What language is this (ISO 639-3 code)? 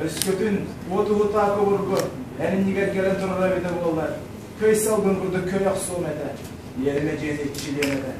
sah